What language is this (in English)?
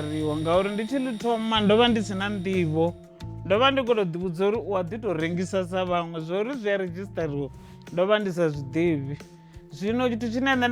Venda